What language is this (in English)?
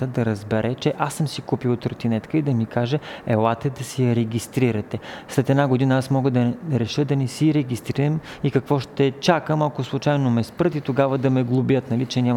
Bulgarian